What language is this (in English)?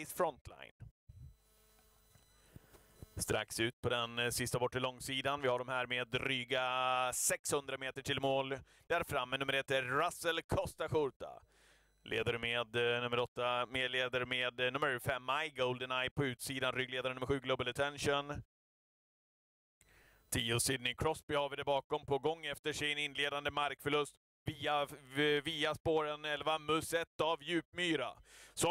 Swedish